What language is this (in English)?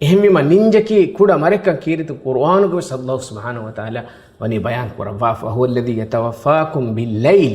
Divehi